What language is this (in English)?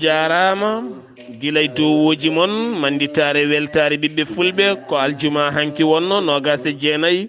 Fula